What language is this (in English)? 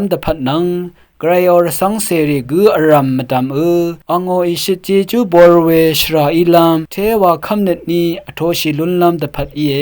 Rawang